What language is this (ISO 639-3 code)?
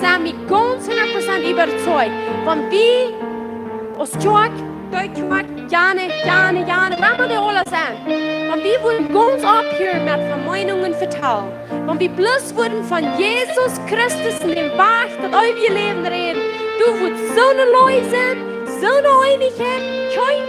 pdt